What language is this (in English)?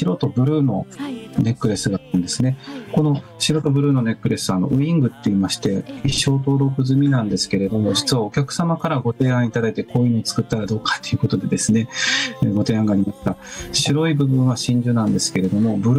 Japanese